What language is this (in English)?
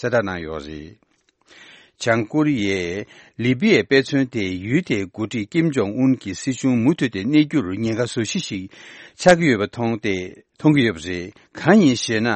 Tibetan